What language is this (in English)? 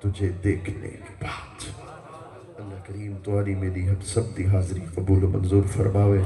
Saraiki